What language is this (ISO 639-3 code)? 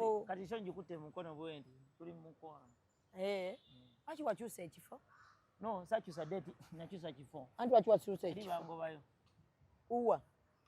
lug